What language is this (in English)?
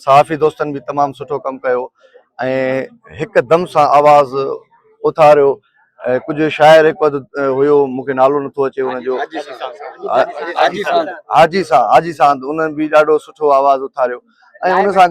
Sindhi